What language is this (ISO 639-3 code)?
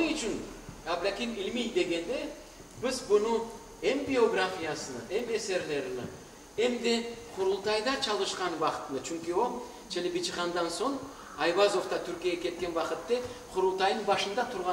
crh